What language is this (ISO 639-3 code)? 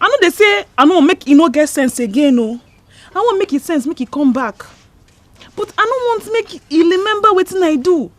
pcm